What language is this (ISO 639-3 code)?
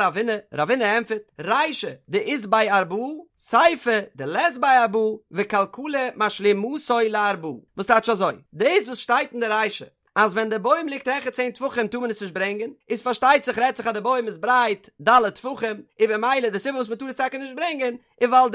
yid